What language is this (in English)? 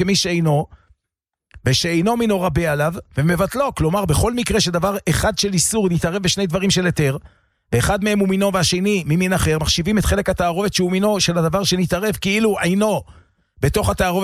Hebrew